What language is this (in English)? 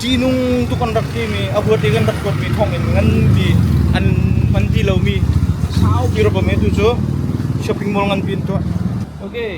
Hakha Chin